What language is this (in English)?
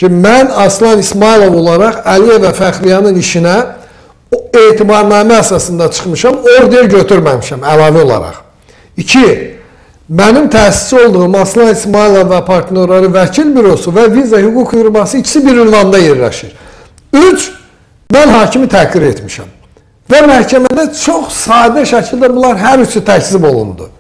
Azerbaijani